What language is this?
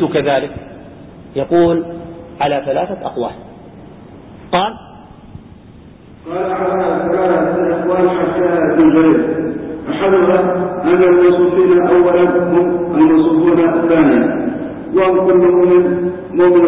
Arabic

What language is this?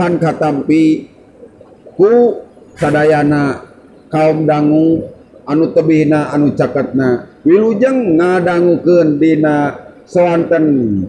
Sundanese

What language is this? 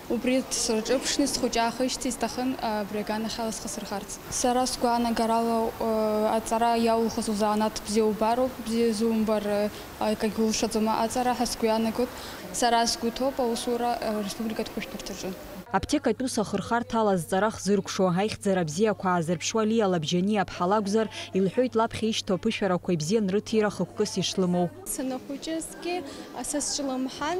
Abkhazian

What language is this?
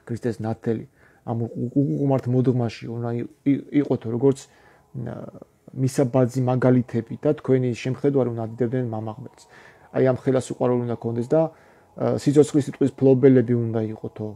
Georgian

